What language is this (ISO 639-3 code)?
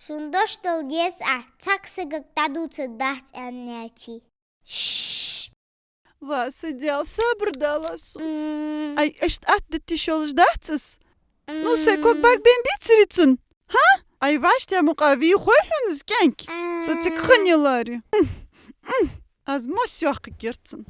inh